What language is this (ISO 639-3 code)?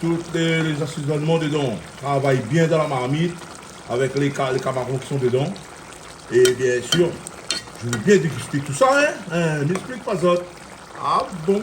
rcf